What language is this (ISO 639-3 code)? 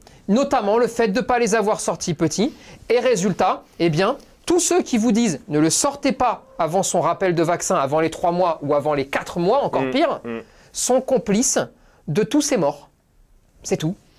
fra